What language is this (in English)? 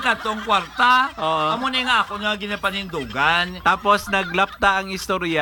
Hiligaynon